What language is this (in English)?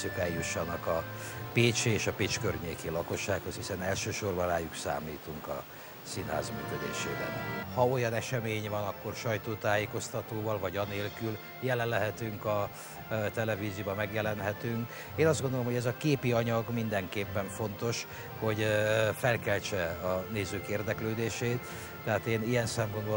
Hungarian